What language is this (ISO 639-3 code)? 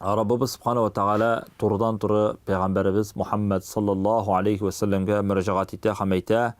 tat